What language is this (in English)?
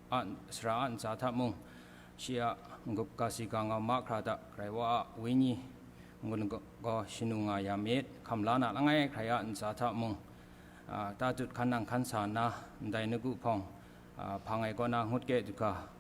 Kachin